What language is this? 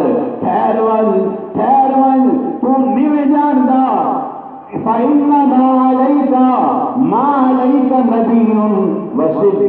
Saraiki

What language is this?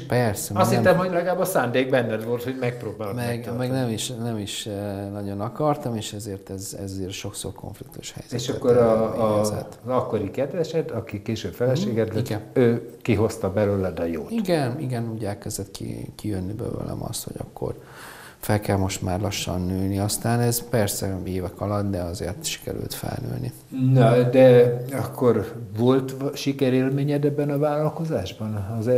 Hungarian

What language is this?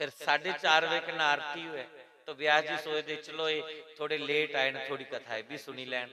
Dogri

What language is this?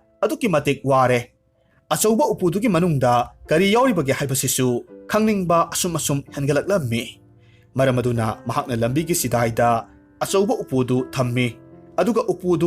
Manipuri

